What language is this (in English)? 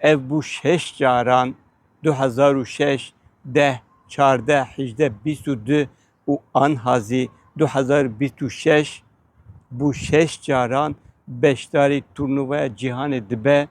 Kurdish